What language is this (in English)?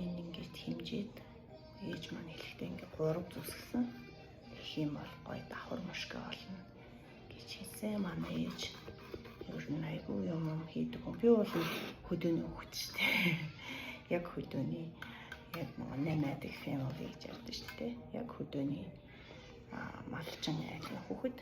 Mongolian